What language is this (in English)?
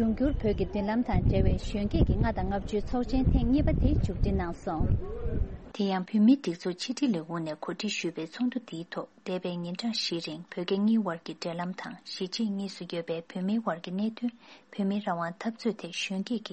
Tibetan